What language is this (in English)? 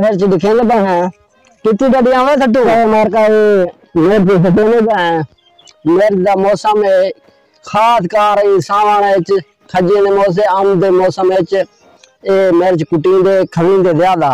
Saraiki